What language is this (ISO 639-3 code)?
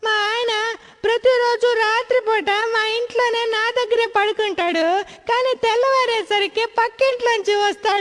tel